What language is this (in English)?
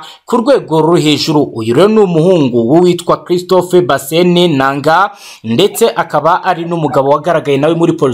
Kinyarwanda